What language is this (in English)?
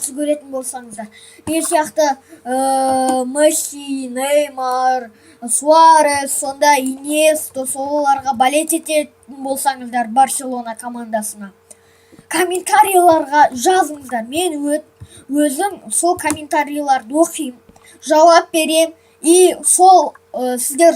Kazakh